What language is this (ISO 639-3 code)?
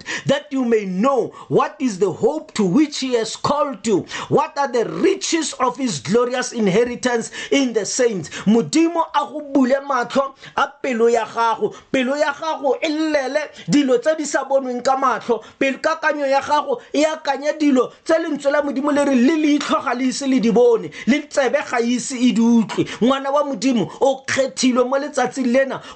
tsn